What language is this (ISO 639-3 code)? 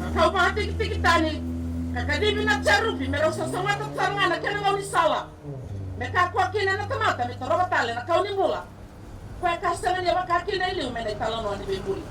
fij